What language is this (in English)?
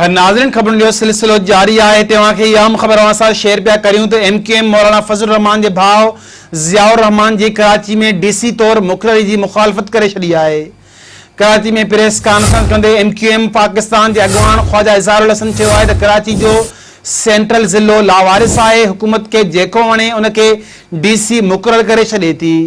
Sindhi